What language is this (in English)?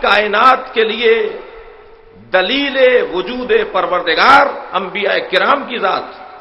Urdu